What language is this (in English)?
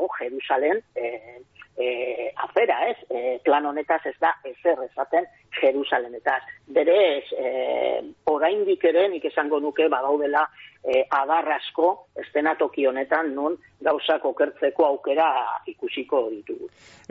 Basque